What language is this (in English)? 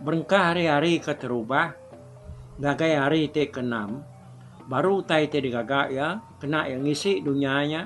Iban